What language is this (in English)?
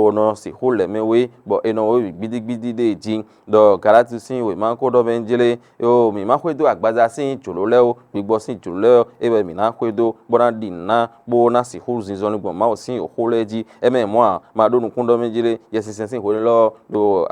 Fon